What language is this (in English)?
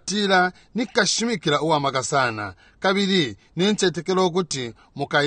Bemba